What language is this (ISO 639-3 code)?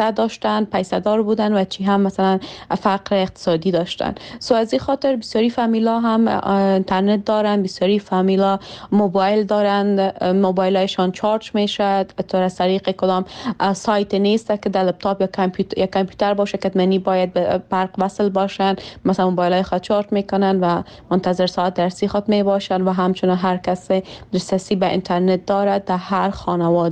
fas